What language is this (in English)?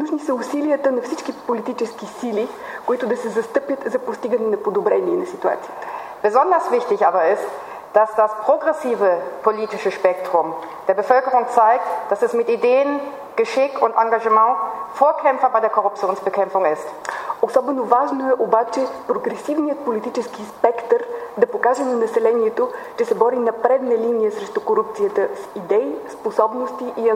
Bulgarian